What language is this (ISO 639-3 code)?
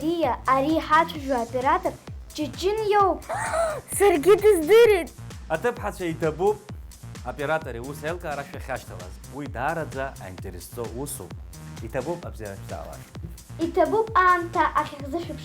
abk